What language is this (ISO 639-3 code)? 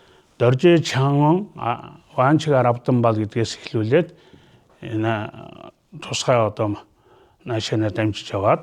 mon